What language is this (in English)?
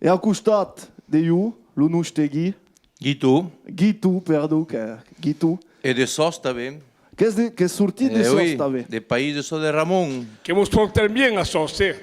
Occitan